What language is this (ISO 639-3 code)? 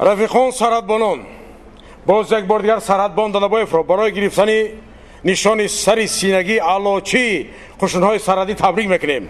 tgk